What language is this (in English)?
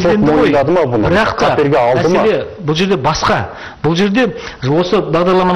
Kazakh